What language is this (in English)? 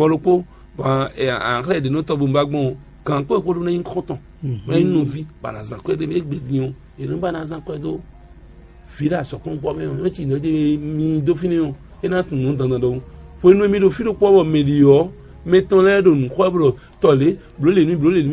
Fon